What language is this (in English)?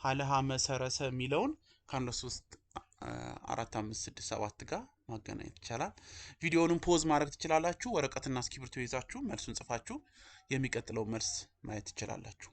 Amharic